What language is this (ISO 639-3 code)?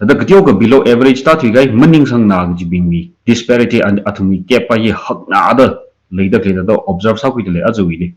nmf